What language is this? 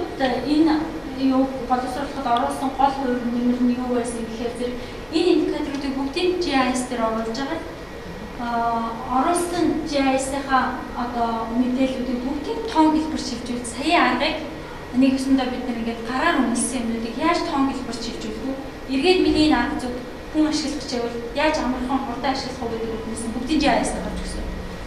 Mongolian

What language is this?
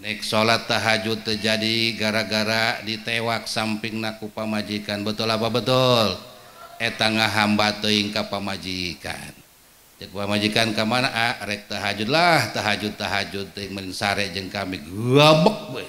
Sundanese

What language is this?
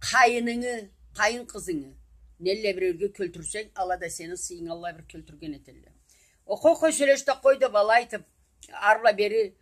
Karachay-Balkar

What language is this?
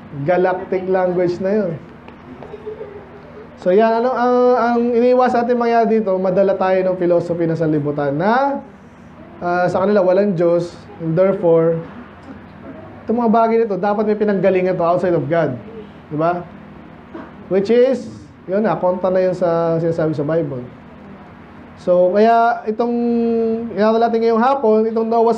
Filipino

